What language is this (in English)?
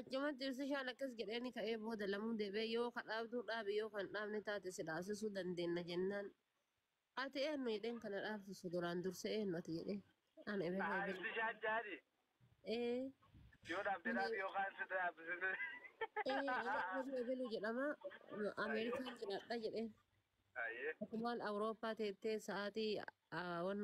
Oromo